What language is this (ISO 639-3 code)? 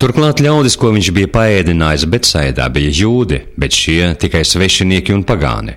lav